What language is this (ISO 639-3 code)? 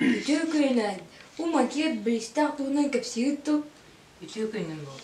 sah